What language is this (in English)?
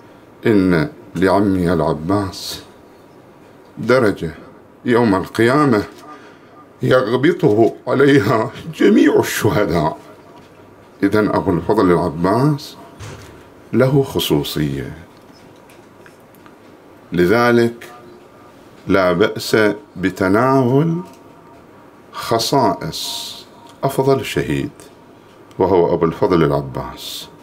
Arabic